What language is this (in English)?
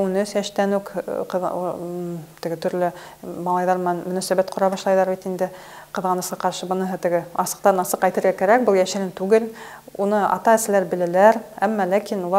Bashkir